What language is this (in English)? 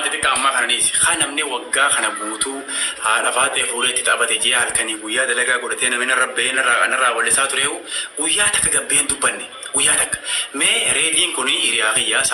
Oromo